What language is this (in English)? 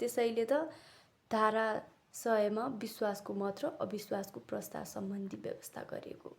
Nepali